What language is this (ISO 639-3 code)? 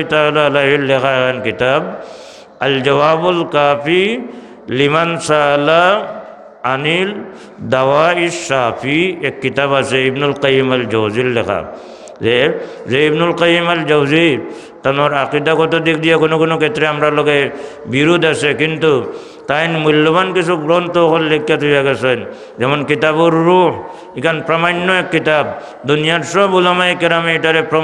syl